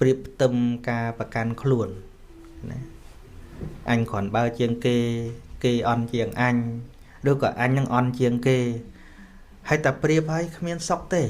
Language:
Khmer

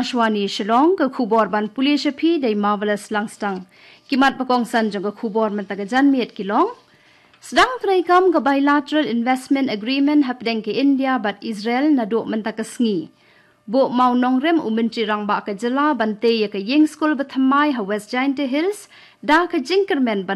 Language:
Khasi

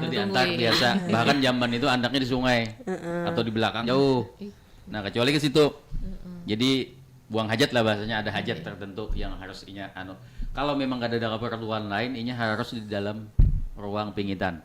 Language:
Banjar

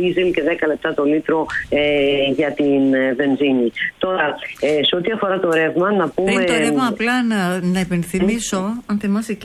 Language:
Greek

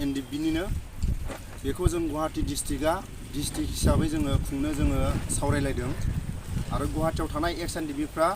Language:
Bodo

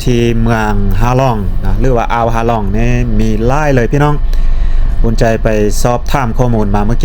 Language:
Lao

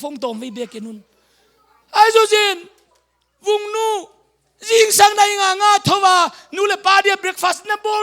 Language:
Tedim Chin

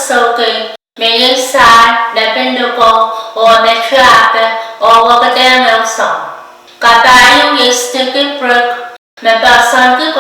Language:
Pohnpeian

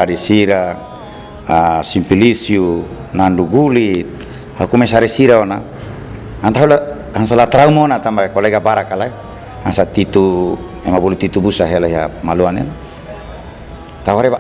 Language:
Tetum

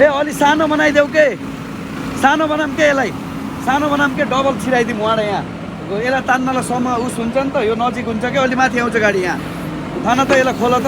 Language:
Nepali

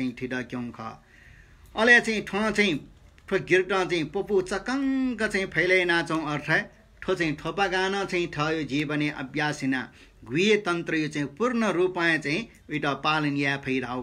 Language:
Newari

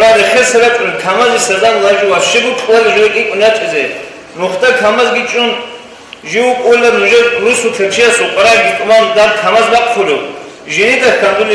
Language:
Avaric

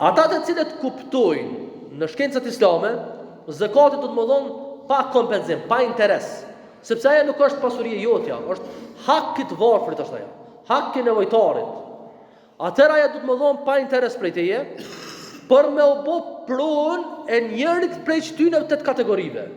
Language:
Albanian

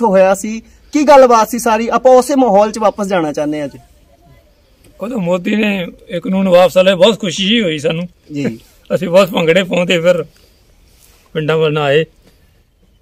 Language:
Punjabi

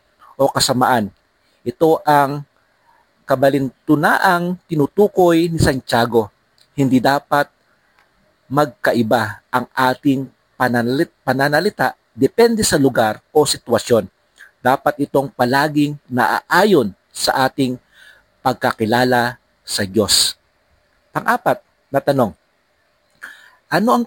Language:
Filipino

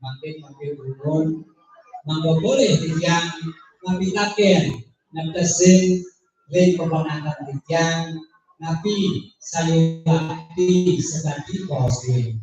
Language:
Balinese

